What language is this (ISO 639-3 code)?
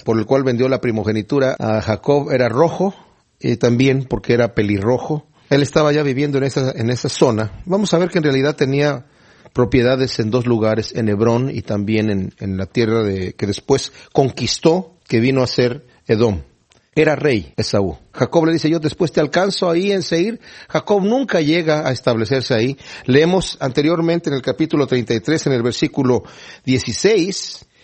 spa